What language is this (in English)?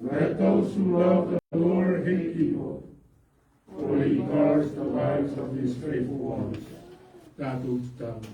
Samoan